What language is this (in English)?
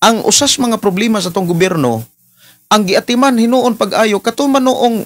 Cebuano